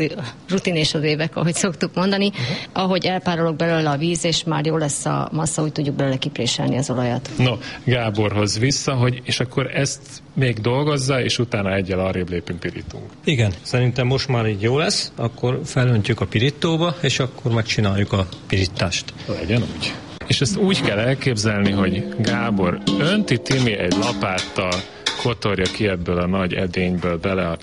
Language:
Hungarian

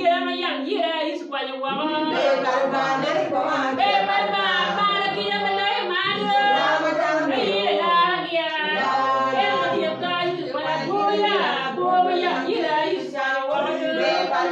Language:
Acoli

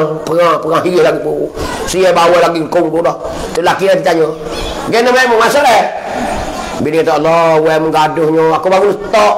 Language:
Pattani Malay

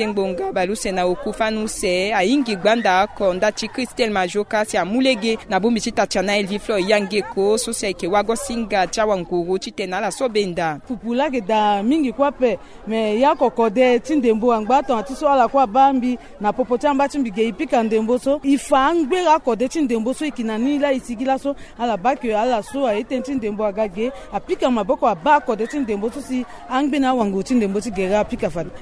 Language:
Sango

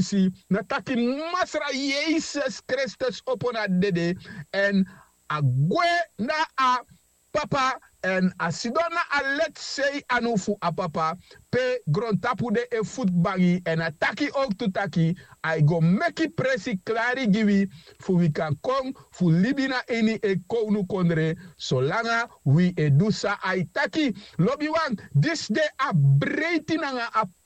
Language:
Sranan Tongo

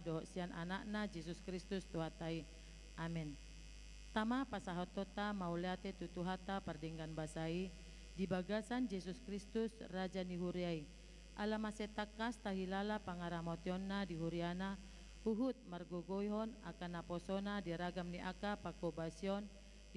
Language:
Batak Toba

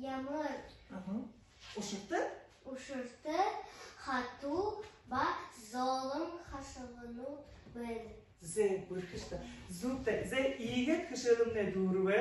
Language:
Buriat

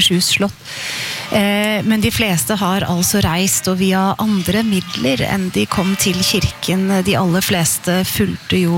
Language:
Norwegian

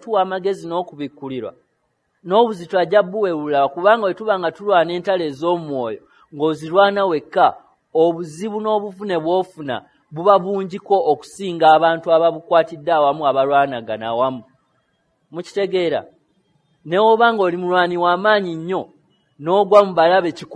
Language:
Ganda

